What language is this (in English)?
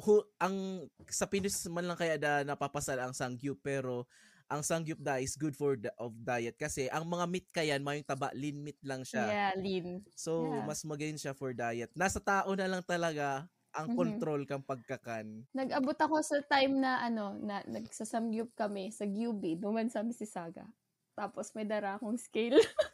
Bikol